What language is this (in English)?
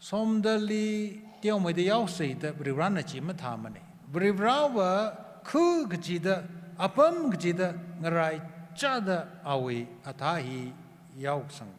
Tangkhul Naga (India)